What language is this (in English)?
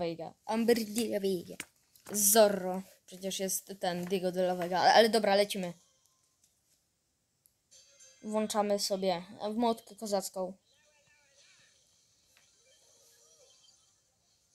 Polish